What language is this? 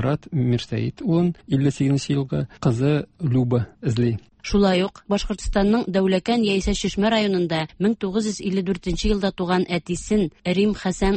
Tatar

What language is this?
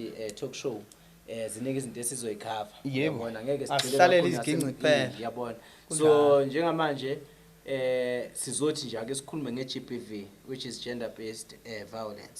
Zulu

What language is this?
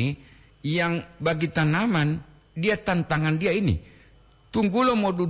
Gorontalo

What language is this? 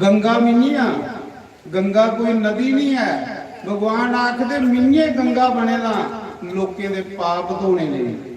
Dogri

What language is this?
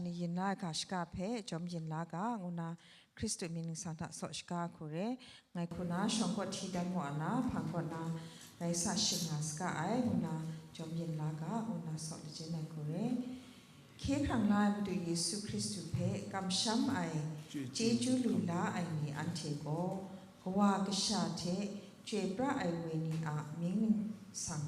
Kachin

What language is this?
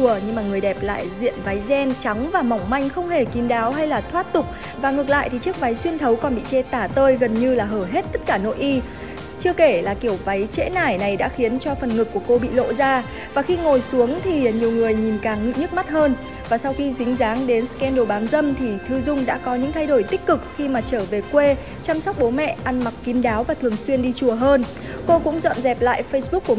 Vietnamese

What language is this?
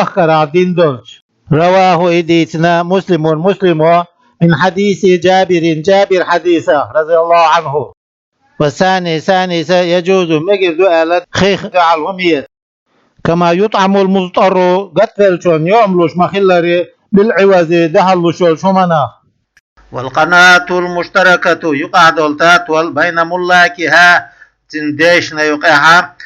Chechen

